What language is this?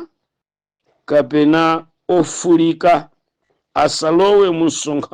Nyanja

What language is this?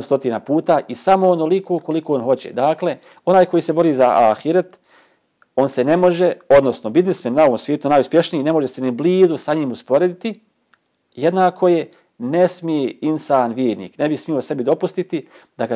Bosnian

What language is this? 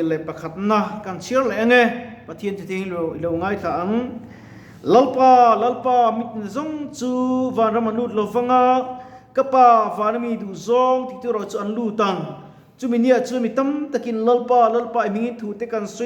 Mizo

